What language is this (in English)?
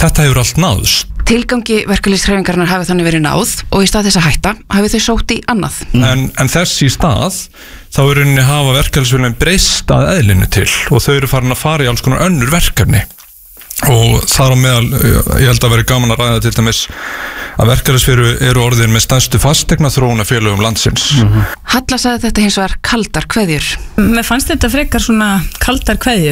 Icelandic